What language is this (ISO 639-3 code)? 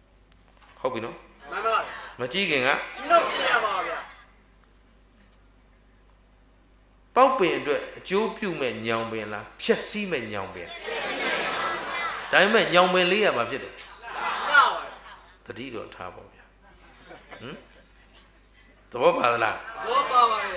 mya